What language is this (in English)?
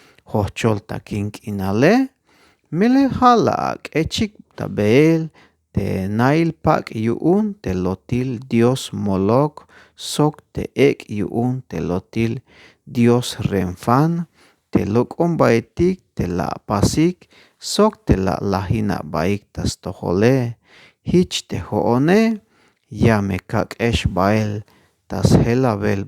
Tzeltal